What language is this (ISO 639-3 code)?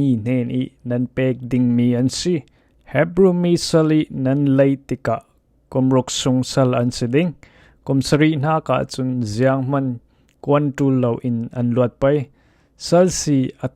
cfm